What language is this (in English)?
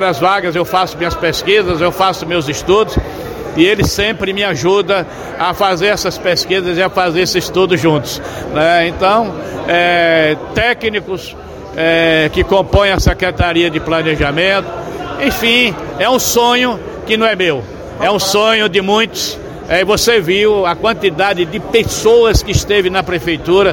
Portuguese